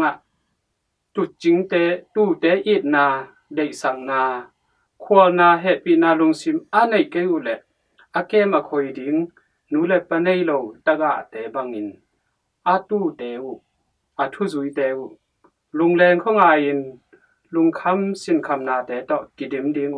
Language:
Tedim Chin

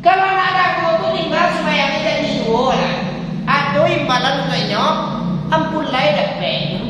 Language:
Minangkabau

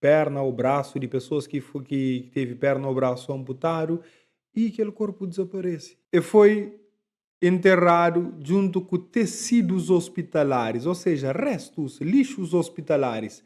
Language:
Kabuverdianu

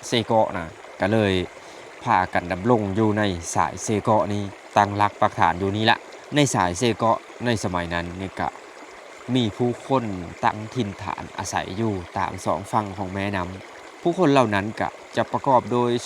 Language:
Lao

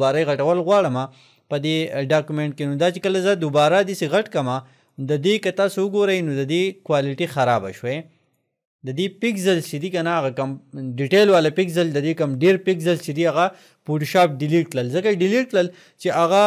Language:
Pashto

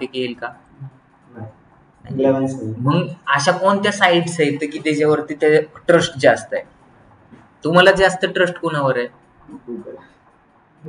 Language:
Marathi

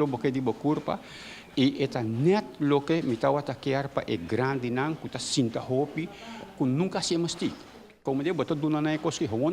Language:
Papiamento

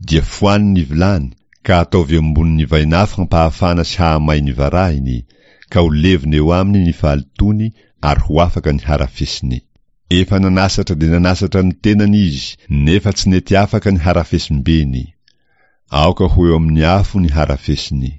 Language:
Malagasy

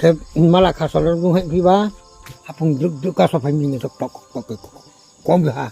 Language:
Riang (India)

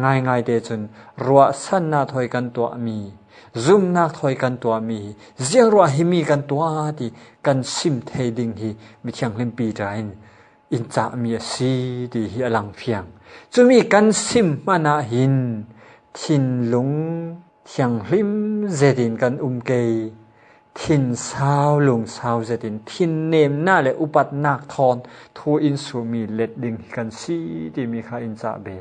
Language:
Falam Chin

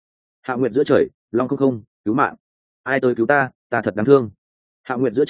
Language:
Vietnamese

